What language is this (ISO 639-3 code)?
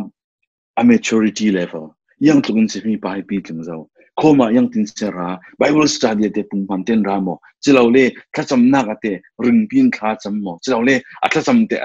cfm